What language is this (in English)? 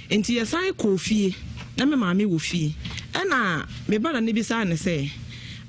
Akan